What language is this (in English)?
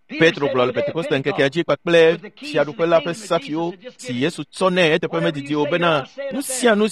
Ewe